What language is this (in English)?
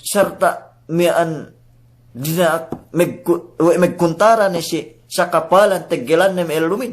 Yakan